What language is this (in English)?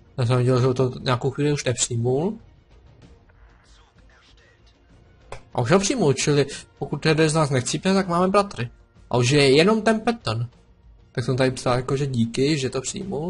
Czech